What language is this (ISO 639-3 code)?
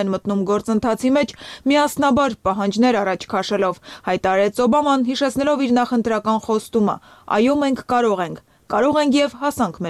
hye